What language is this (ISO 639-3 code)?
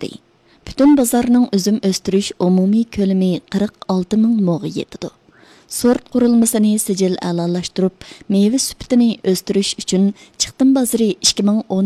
uig